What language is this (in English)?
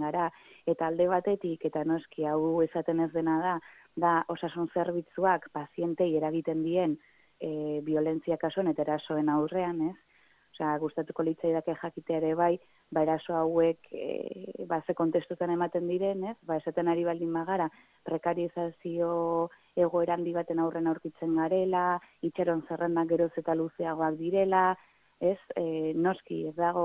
Basque